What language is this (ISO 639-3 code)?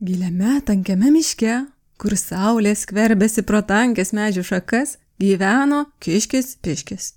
lit